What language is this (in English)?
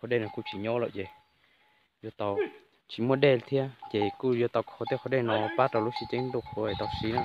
Hmong